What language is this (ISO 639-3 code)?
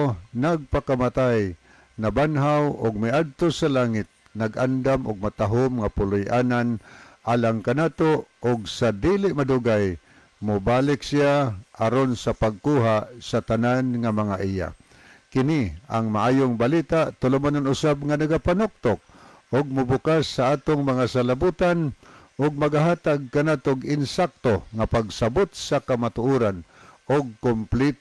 ceb